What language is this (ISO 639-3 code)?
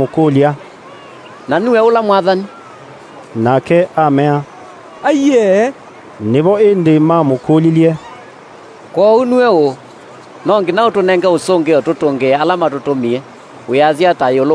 kam